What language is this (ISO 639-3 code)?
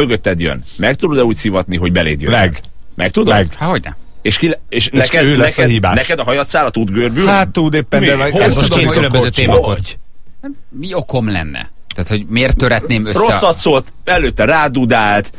hun